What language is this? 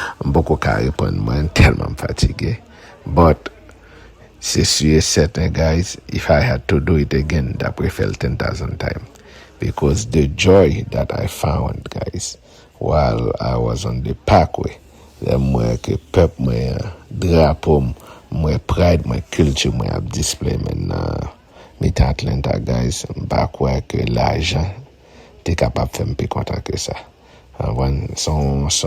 Haitian Creole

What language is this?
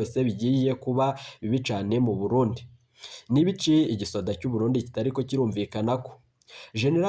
Rundi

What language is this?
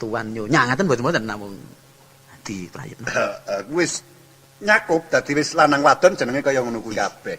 Javanese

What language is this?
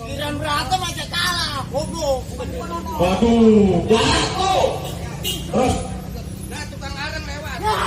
Betawi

